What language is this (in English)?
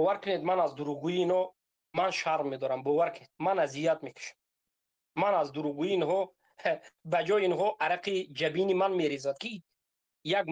Tajik